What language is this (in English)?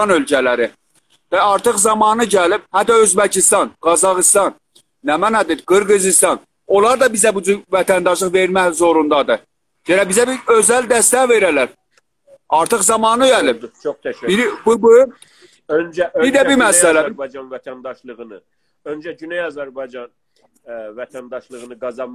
South Azerbaijani